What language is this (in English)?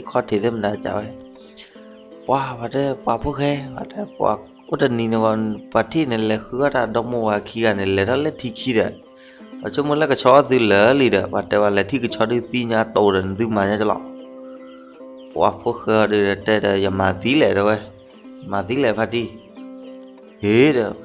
S'gaw Karen